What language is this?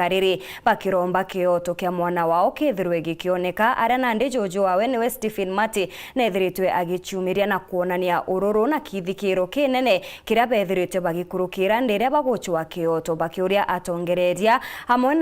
Meru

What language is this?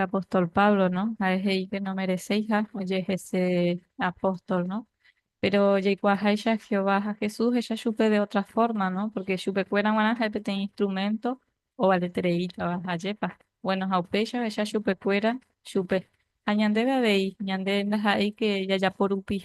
Guarani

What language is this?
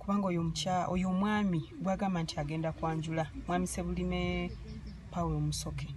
Ganda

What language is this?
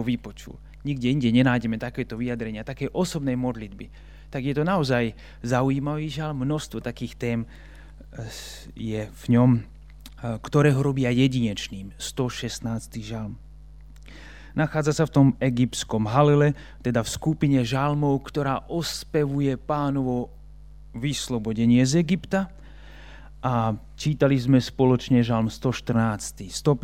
Slovak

